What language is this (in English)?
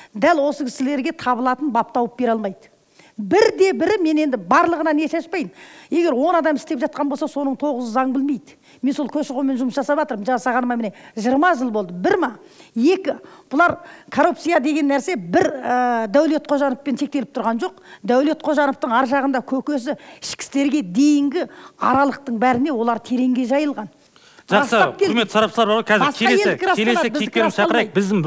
Kazakh